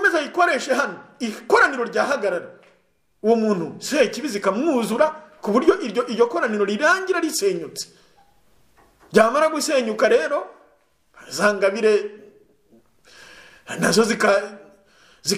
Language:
Kinyarwanda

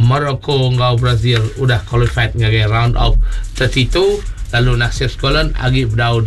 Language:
Iban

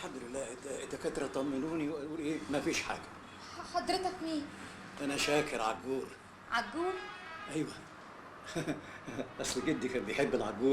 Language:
Egyptian Arabic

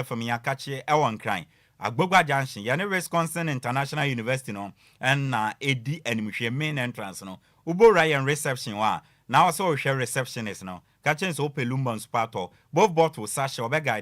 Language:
Akan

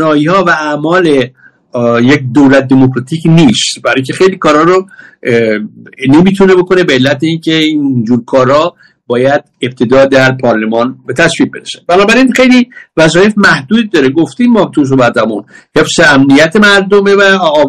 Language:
Persian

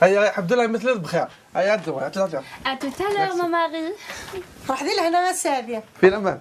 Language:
Kabyle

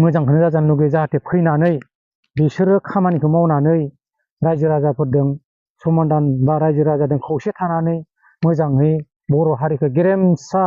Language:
Bodo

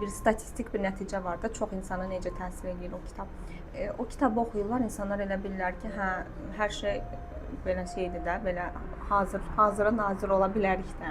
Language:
Azerbaijani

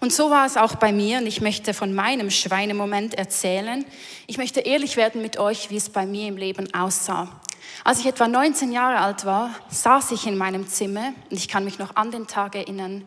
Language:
Swiss German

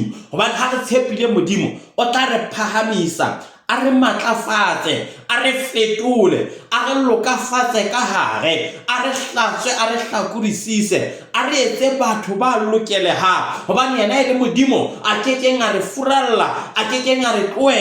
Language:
Southern Sotho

